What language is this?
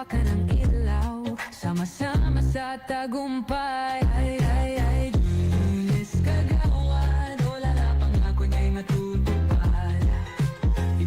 Bikol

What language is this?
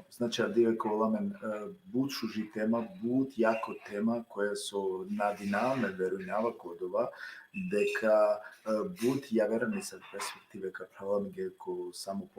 Balkan Romani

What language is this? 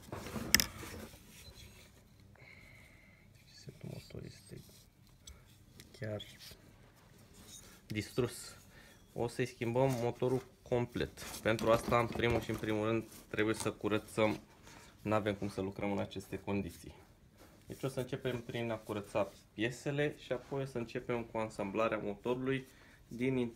Romanian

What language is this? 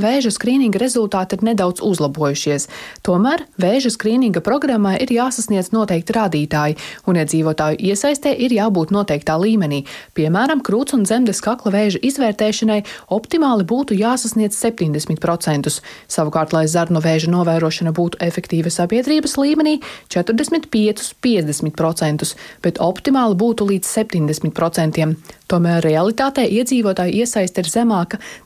Latvian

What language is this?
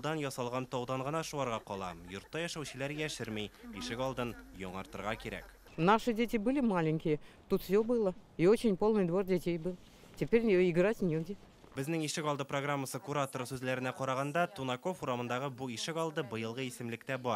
Tatar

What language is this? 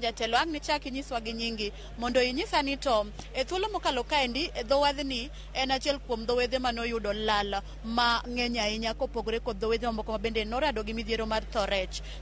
Luo (Kenya and Tanzania)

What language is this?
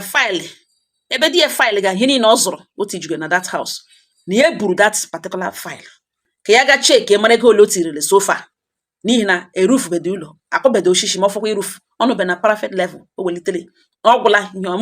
Igbo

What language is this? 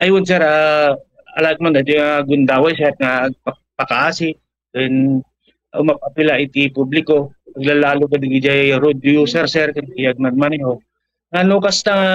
Iloko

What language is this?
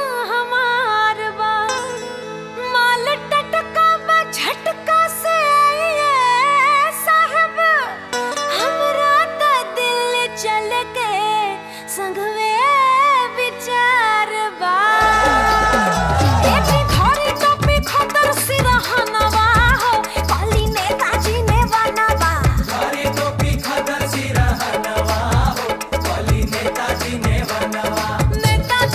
Bhojpuri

